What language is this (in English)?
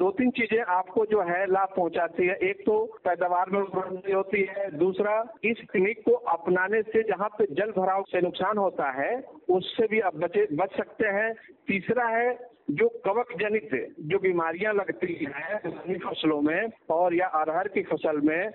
Hindi